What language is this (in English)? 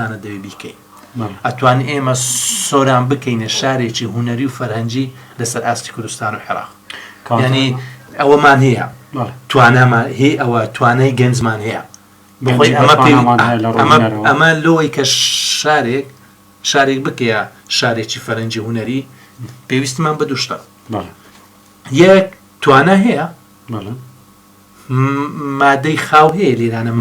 Central Kurdish